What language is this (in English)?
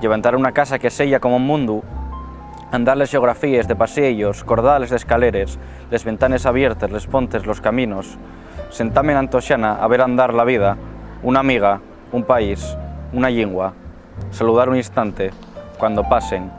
Asturian